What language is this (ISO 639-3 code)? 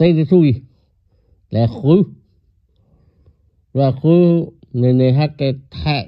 ksw